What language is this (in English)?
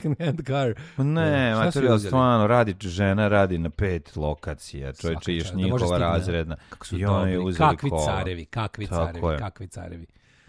Serbian